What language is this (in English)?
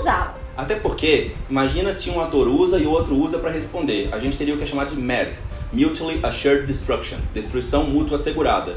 Portuguese